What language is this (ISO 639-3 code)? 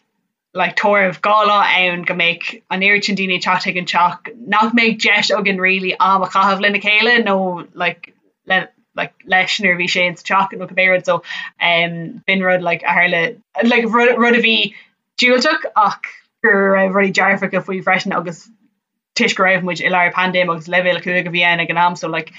gle